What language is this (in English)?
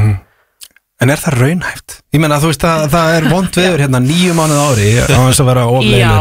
Icelandic